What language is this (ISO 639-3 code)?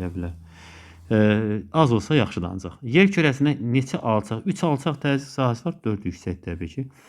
aze